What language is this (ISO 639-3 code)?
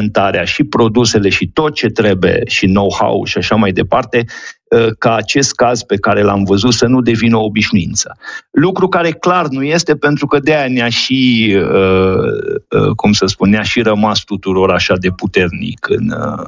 ron